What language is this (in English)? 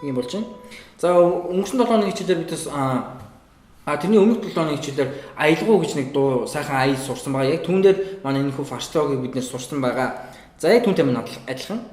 Mongolian